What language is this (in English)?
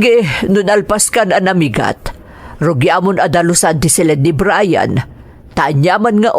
Iloko